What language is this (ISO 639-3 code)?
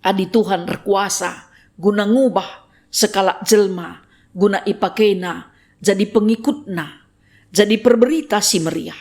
btx